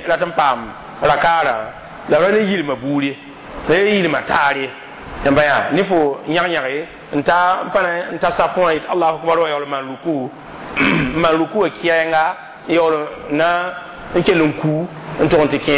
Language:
Mossi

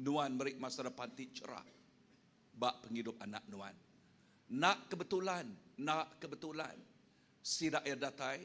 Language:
Iban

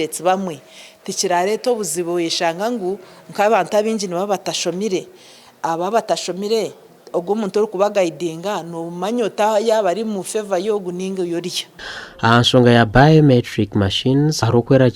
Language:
Nyankole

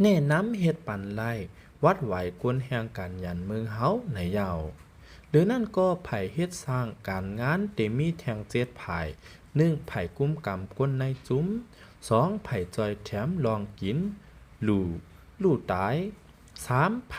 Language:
Lao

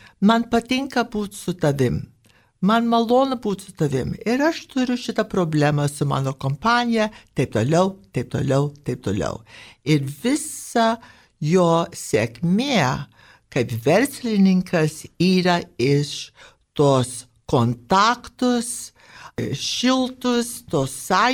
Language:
Lithuanian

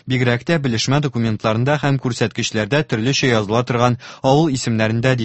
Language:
Tatar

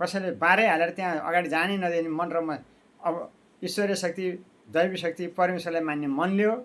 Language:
Nepali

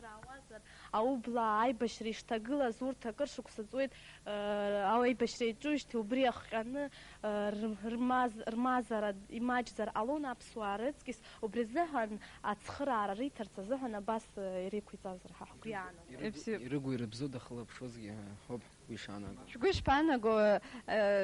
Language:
Abkhazian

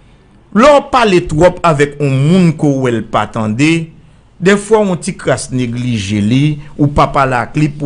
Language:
Haitian Creole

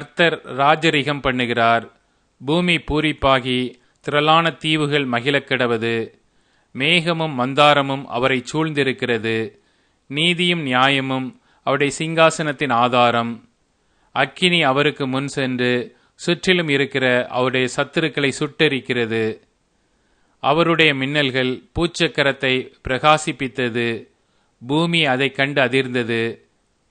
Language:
Tamil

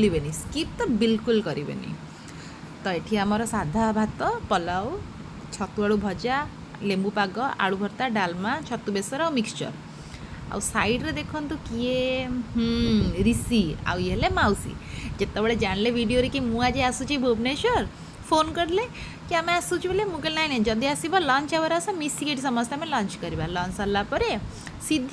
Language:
Odia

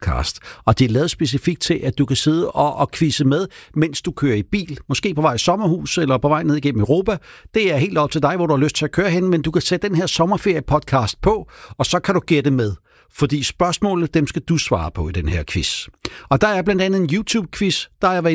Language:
Danish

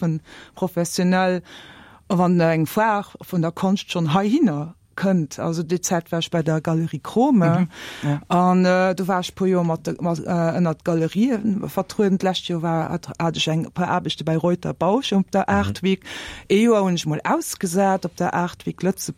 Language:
Luxembourgish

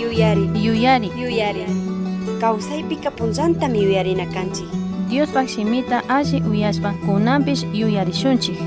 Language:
Chimborazo Highland Quichua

